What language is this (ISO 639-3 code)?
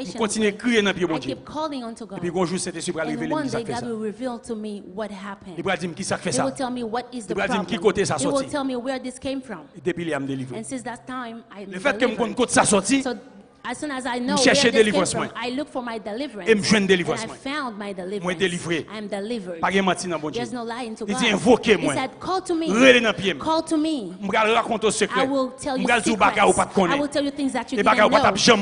hat